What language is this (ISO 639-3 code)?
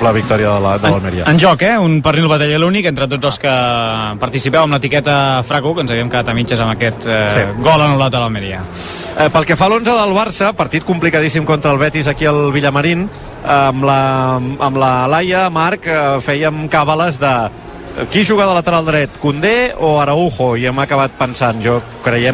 cat